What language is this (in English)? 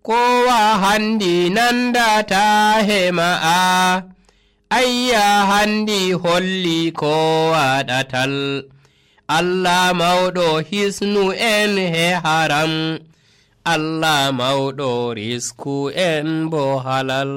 Nigerian Fulfulde